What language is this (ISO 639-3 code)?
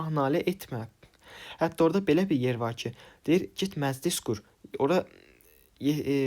aze